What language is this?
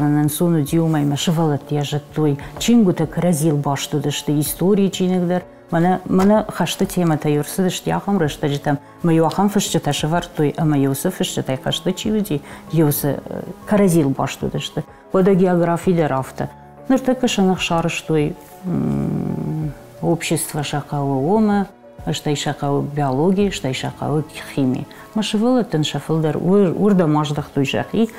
Ossetic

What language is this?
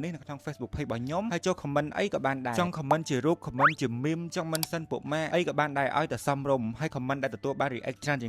Khmer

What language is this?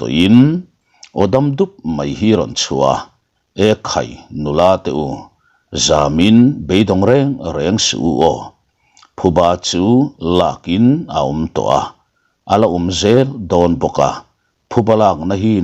Mizo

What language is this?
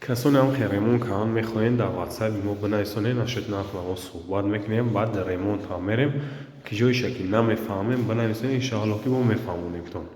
Tajik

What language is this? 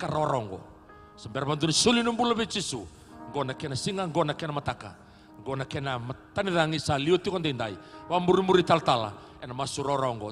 Fijian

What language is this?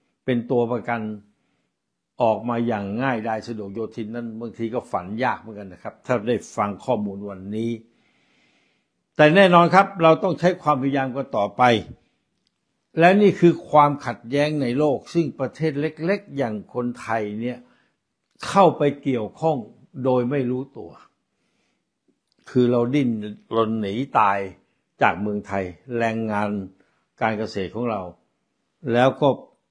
Thai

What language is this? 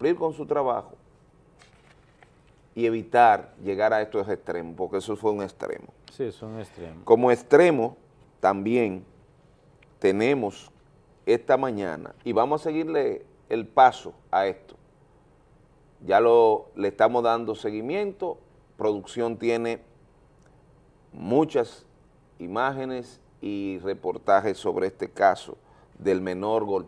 Spanish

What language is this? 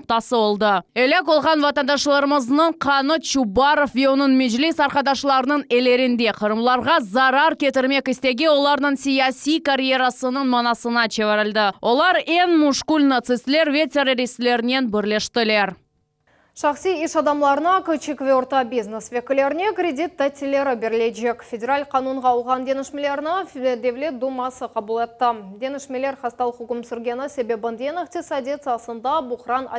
Crimean Tatar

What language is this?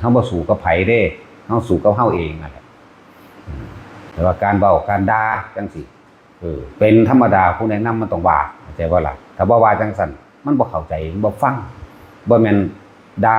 Lao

